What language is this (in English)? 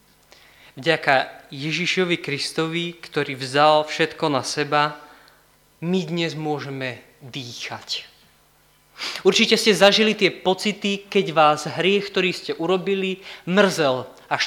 Slovak